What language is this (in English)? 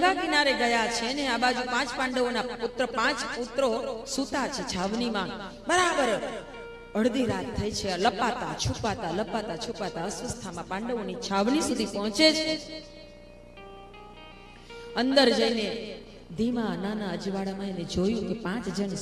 Gujarati